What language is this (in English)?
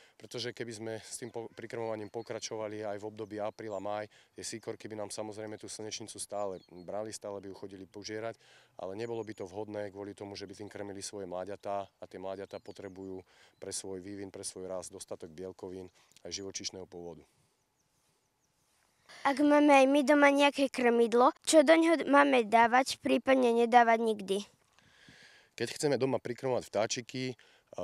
Slovak